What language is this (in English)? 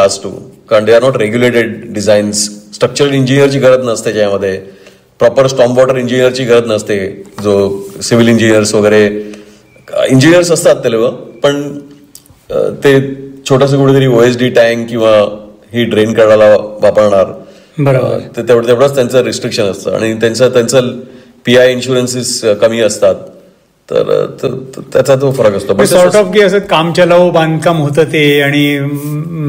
Marathi